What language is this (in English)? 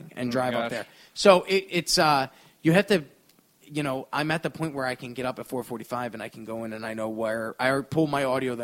English